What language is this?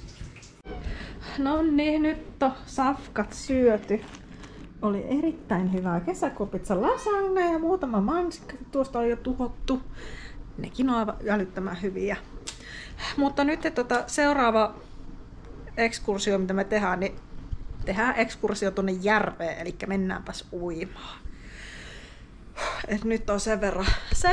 Finnish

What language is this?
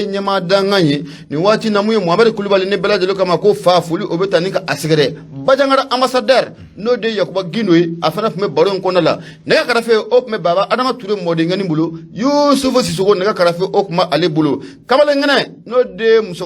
Bambara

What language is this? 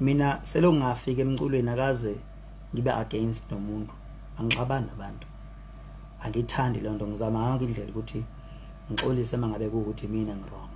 Zulu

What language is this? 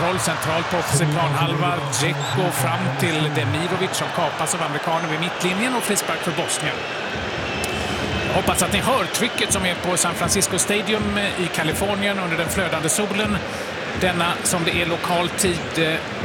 Swedish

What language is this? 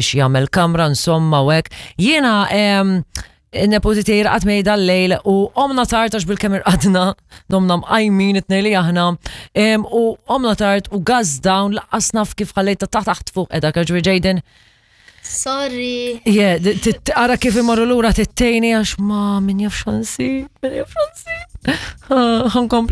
Maltese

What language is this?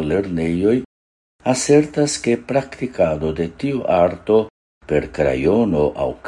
Esperanto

